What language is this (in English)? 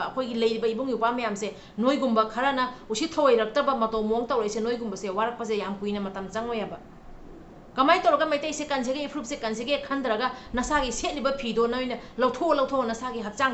Manipuri